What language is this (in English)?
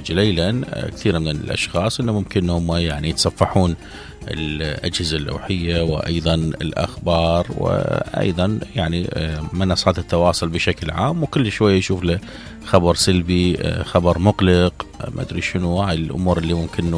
Mesopotamian Arabic